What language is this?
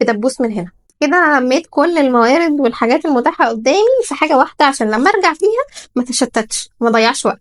Egyptian Arabic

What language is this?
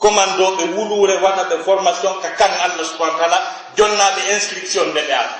Fula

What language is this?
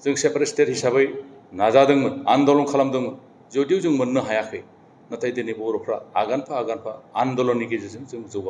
Bodo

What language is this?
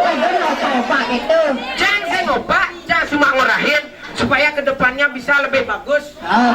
Balinese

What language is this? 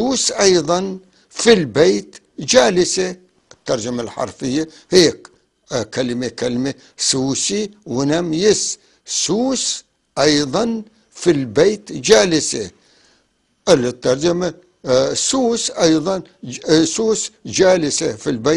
North Levantine Arabic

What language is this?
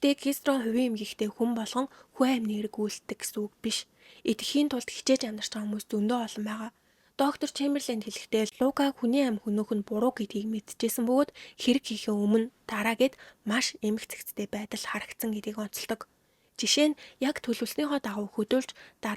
Mongolian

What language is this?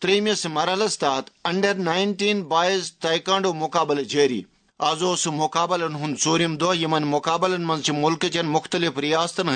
Kashmiri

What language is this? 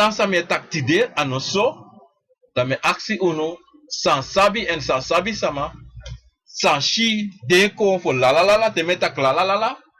Sranan Tongo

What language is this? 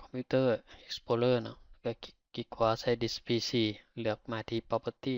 Lao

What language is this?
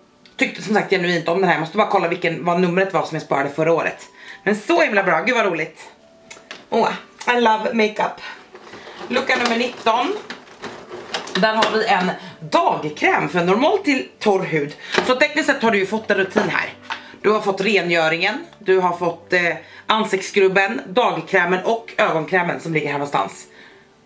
Swedish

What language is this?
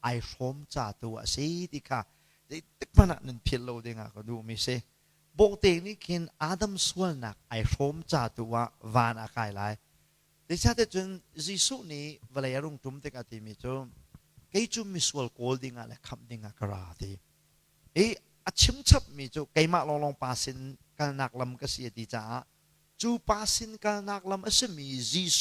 Hakha Chin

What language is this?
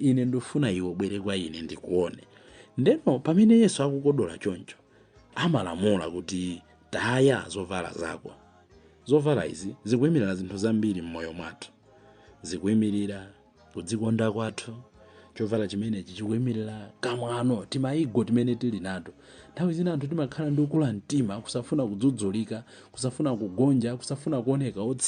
Nyanja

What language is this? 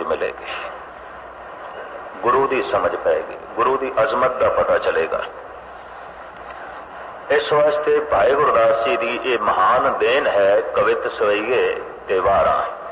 Punjabi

